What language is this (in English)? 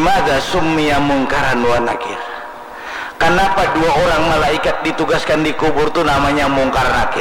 Banjar